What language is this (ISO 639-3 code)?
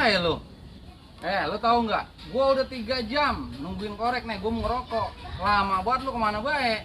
bew